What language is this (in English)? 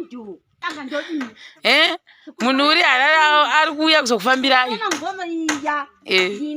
Shona